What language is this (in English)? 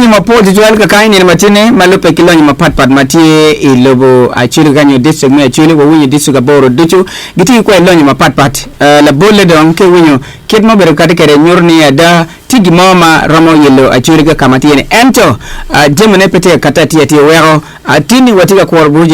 Acoli